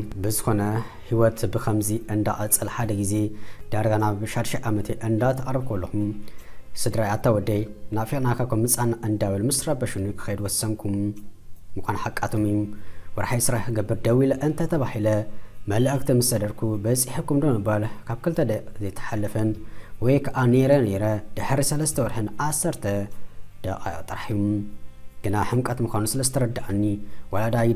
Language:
Tigrinya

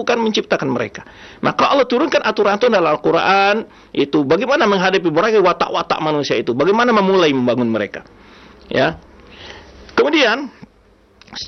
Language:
Indonesian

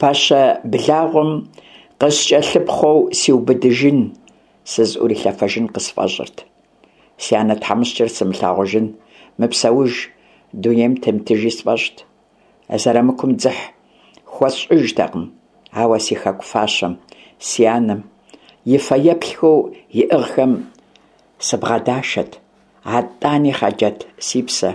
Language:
Kabardian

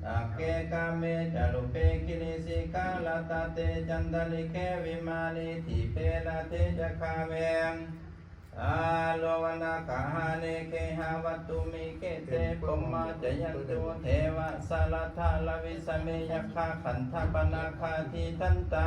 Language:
Pali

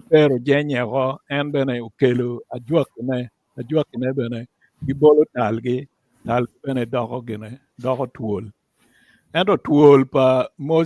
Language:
Acoli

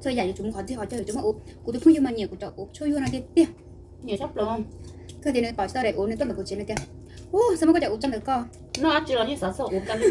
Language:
Hmong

